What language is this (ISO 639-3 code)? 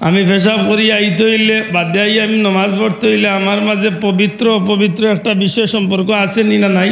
syl